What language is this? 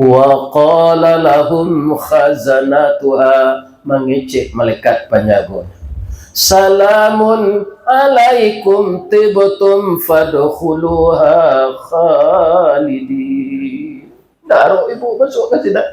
Minangkabau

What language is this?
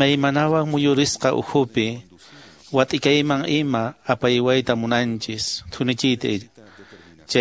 Quechua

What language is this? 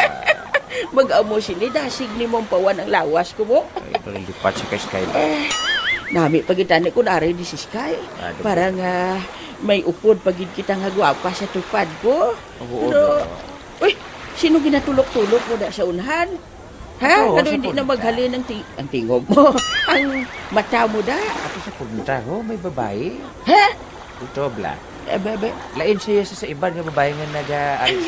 Hiligaynon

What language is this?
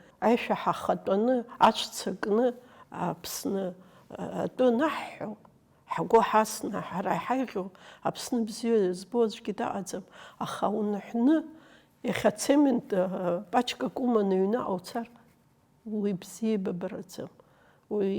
Abkhazian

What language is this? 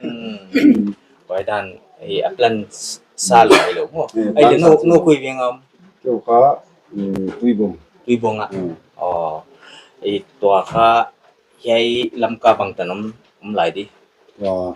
Paite Chin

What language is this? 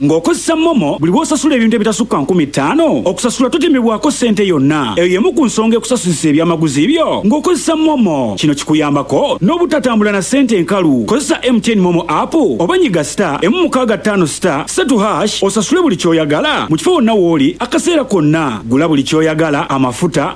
Ganda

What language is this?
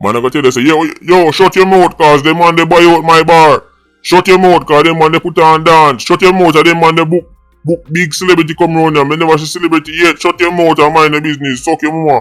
Jamaican Creole English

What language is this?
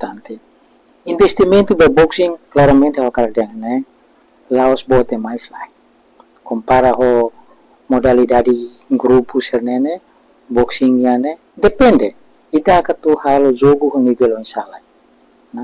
Tetum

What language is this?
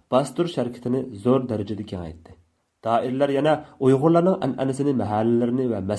Uyghur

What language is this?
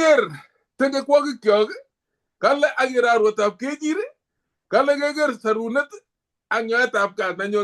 Kalenjin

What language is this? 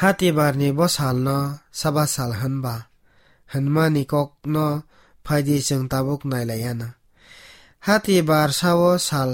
Kok Borok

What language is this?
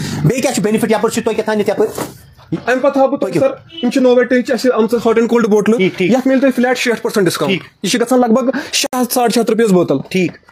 Kashmiri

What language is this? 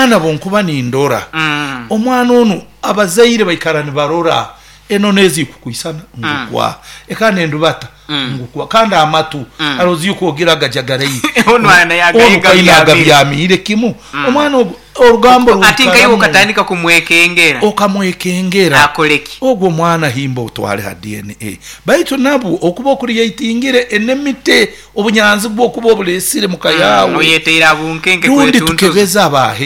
Nyoro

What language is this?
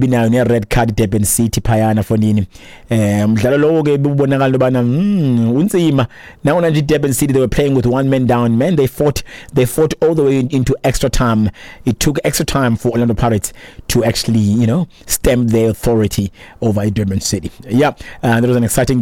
Xhosa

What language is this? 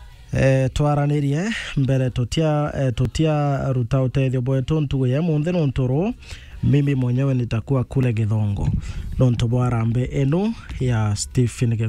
Meru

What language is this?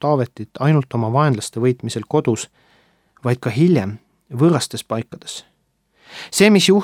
Estonian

